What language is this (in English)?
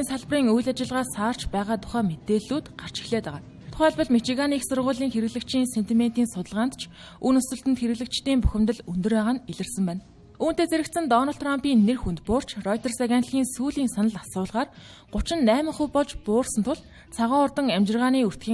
Mongolian